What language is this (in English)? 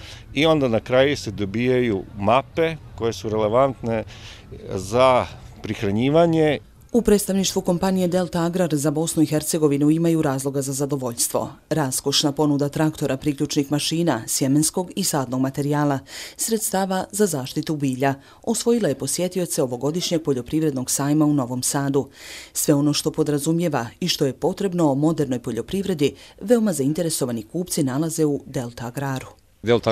Bosnian